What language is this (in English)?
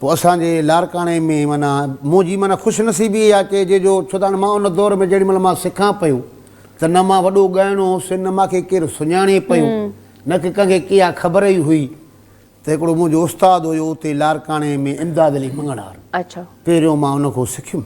Sindhi